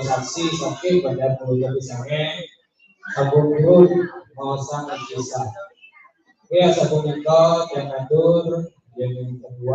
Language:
Balinese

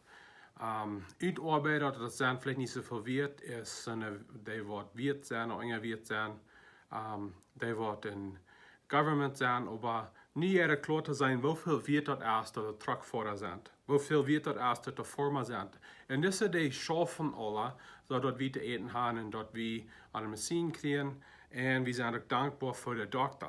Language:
Plautdietsch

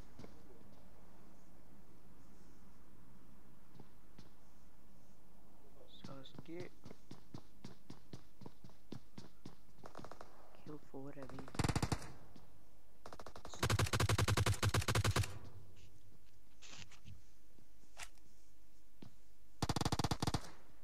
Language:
Bosnian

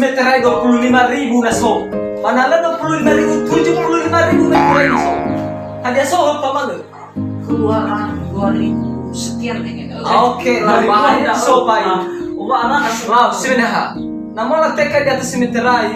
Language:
Nias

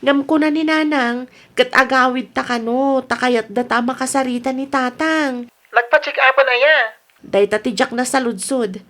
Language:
Iloko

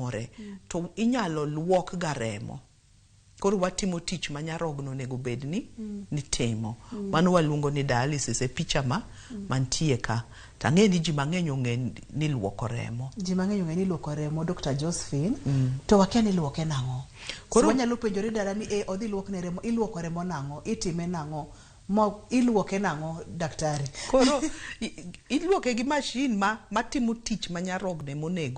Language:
Luo (Kenya and Tanzania)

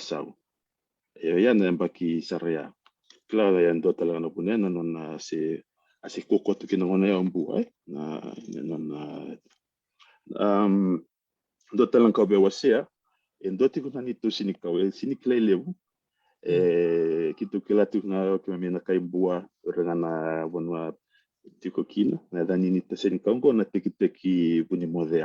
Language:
Fijian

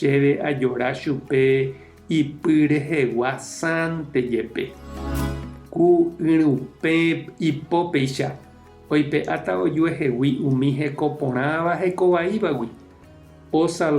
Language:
Guarani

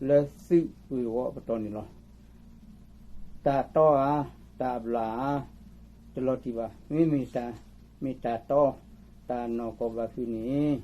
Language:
S'gaw Karen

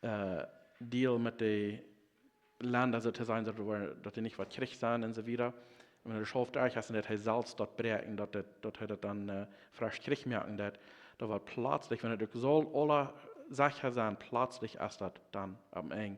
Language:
Plautdietsch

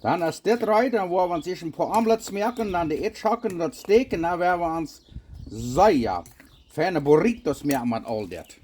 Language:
Plautdietsch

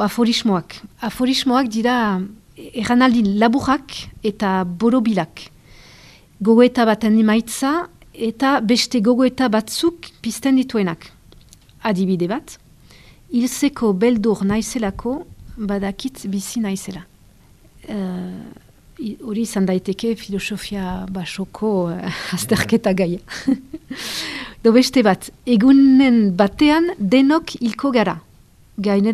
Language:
Basque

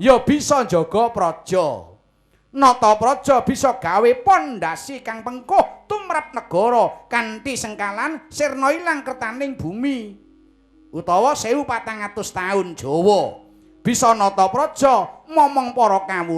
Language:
Javanese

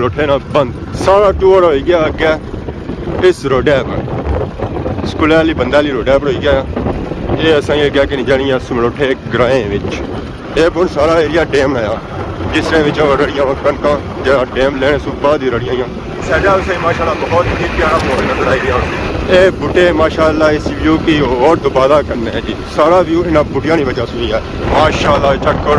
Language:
Pahari-Potwari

